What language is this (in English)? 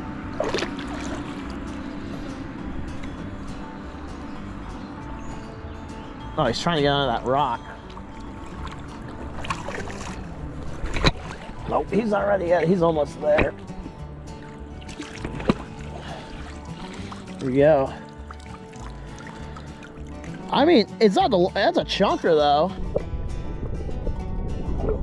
English